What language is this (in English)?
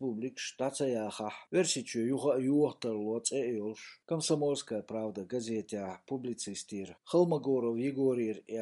Chechen